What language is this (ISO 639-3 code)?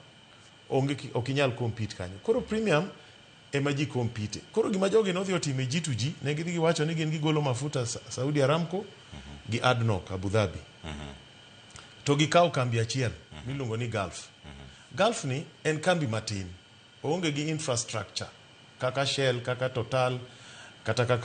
luo